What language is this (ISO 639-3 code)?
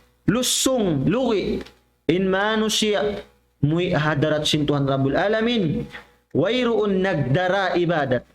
tsg